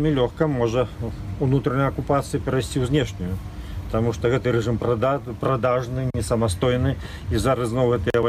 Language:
Belarusian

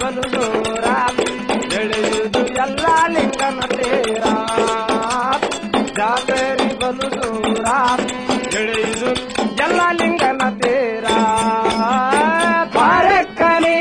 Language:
Kannada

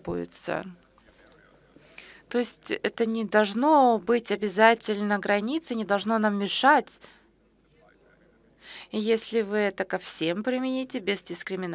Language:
Russian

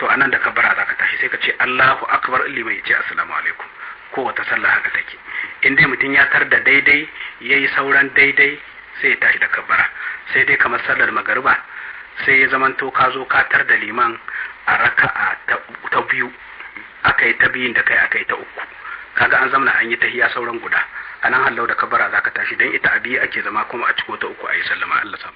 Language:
Hausa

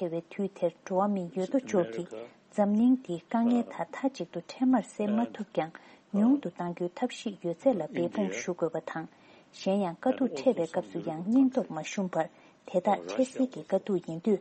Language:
Tibetan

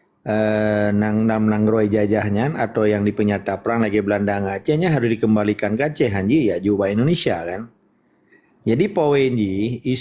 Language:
Achinese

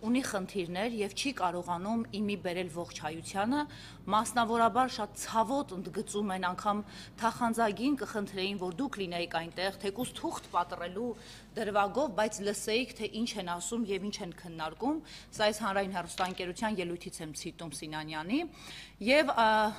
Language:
Armenian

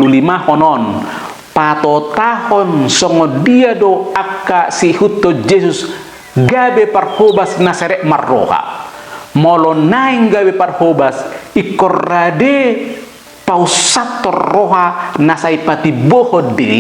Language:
Batak Toba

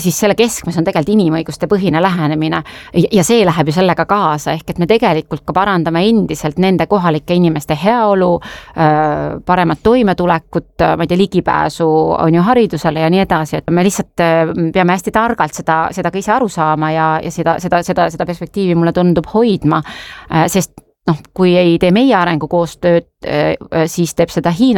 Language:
Estonian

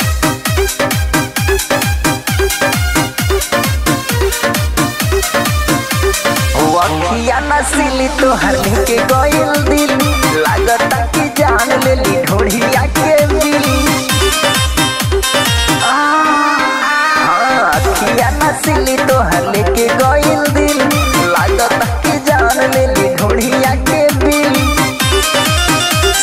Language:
Bhojpuri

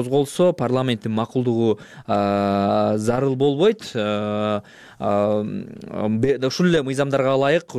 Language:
Kyrgyz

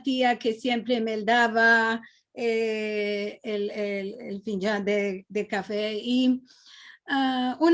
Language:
Ladino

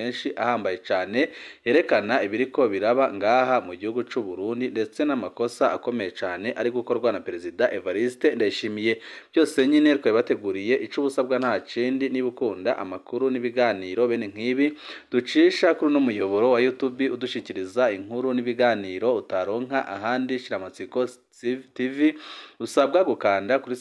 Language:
Rundi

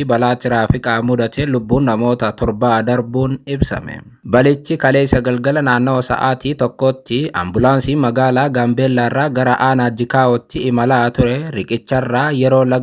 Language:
Oromo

